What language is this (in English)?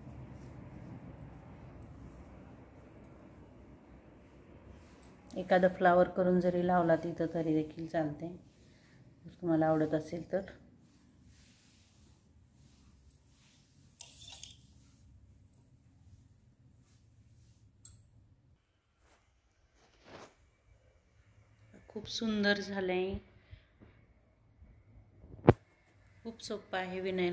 Marathi